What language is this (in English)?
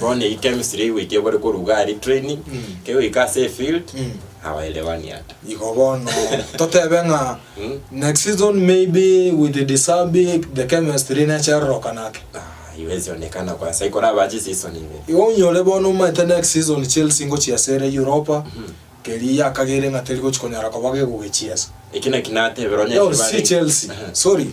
Gusii